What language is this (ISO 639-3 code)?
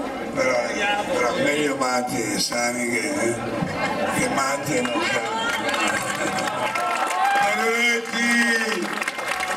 ita